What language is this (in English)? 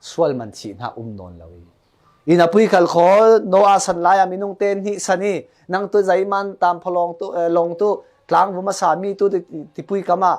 Falam Chin